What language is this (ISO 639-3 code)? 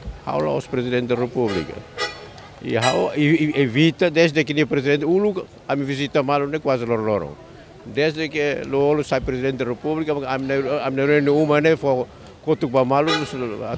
tet